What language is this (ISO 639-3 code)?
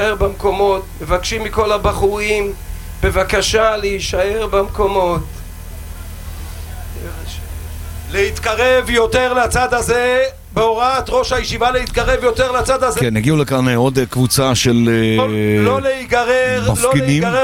heb